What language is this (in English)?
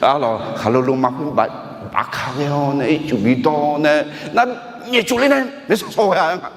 Akha